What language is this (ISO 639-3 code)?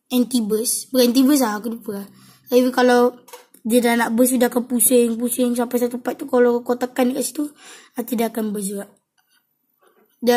msa